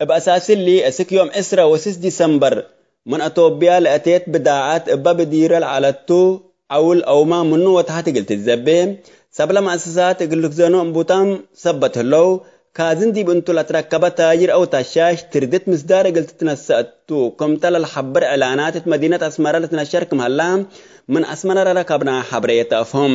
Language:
Tigre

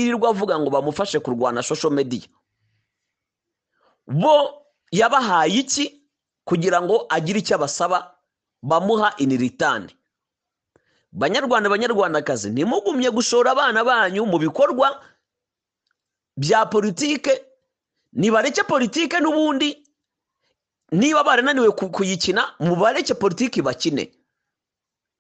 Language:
Kinyarwanda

